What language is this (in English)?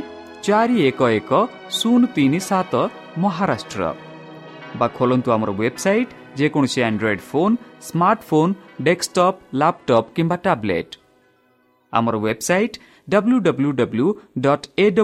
Odia